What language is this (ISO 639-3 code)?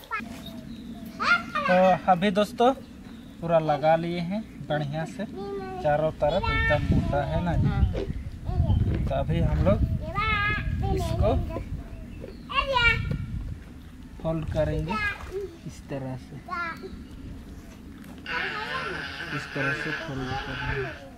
hin